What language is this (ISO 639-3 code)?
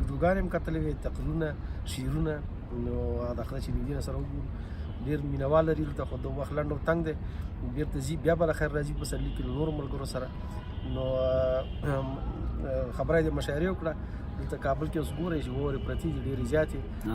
pus